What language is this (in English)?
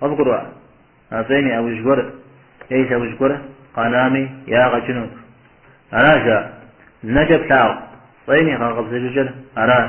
Kabardian